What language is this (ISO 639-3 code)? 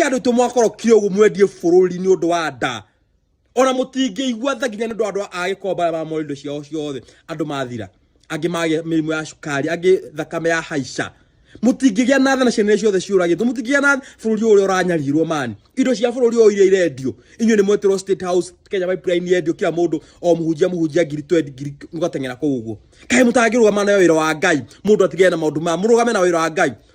kik